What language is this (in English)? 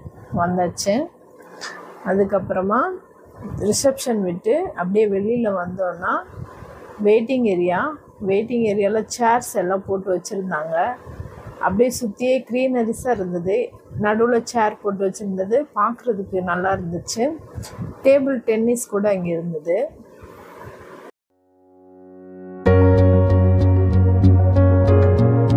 Tamil